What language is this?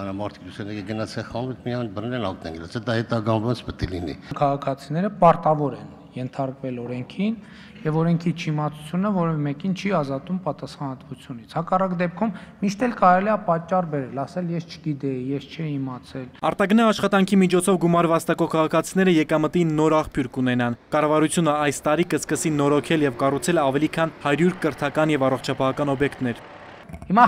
Armenian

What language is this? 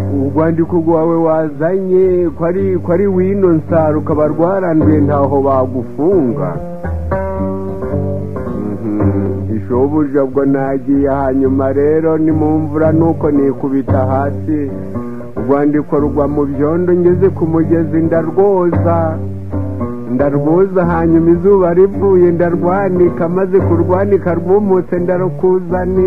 Kinyarwanda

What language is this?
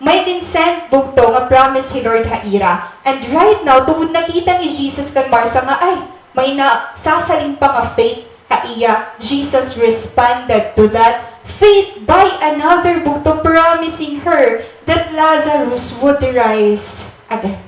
Waray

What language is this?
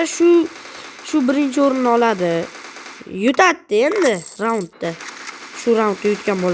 Uzbek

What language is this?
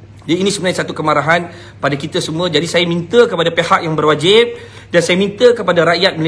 Malay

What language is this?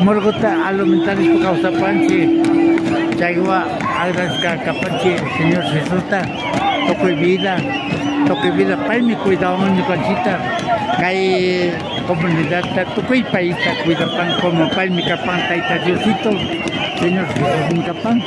Imbabura Highland Quichua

